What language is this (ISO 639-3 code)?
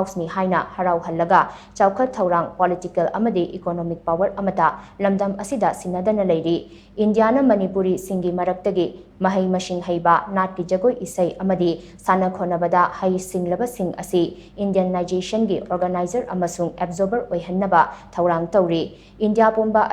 mni